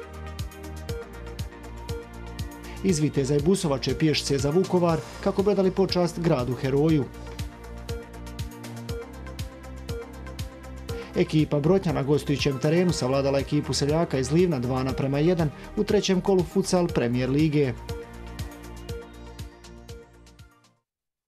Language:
Croatian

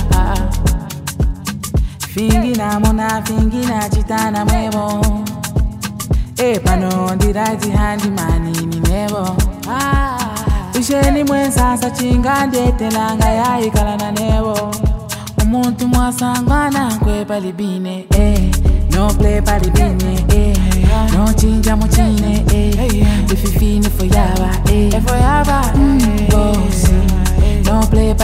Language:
Swahili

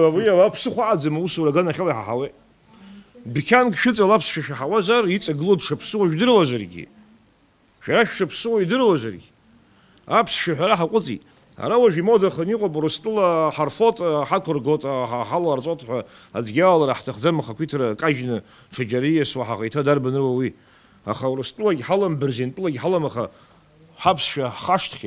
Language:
Abkhazian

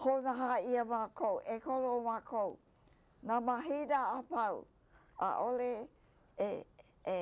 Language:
Hawaiian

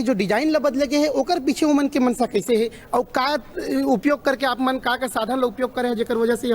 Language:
Chhattisgarhi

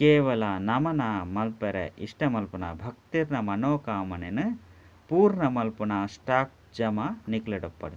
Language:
Tulu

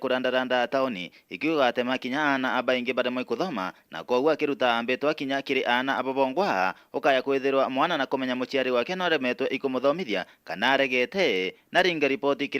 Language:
Meru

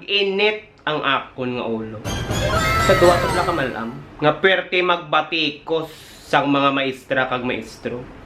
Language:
Hiligaynon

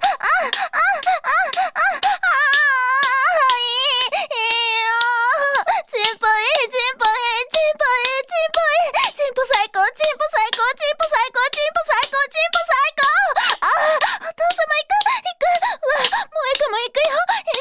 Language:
Japanese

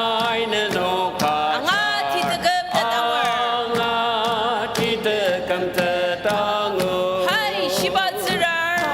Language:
Ao Naga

